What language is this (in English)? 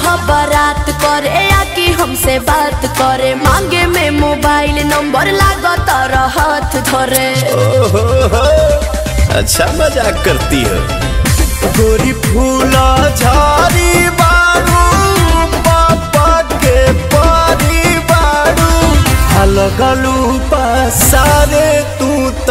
Bhojpuri